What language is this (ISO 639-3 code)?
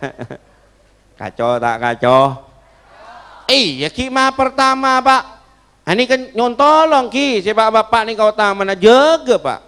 mad